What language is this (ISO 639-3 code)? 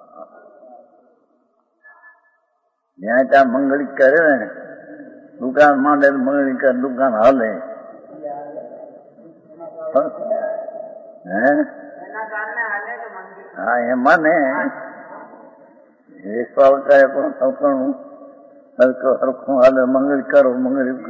guj